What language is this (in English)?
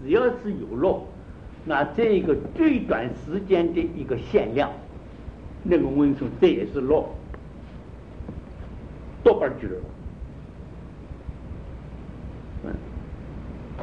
Chinese